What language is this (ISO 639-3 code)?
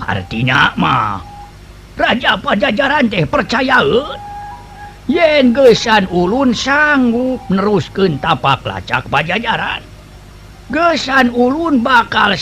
sun